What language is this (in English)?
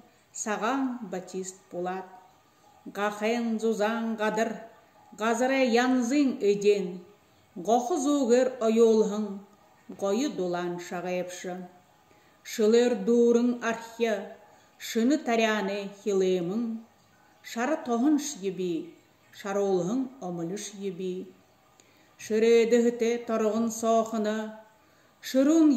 Buriat